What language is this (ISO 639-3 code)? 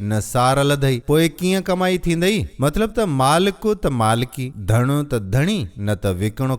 snd